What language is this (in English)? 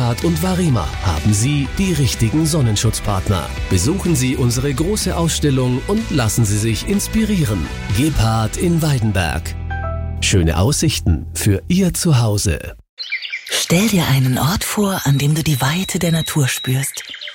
German